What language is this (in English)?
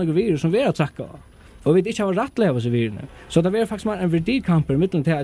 Faroese